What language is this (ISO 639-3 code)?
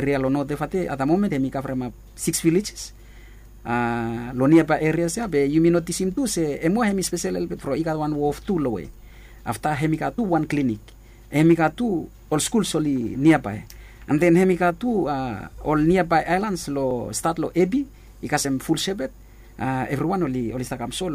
bis